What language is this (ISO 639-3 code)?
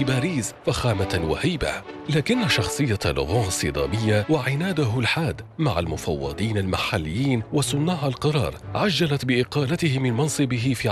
ara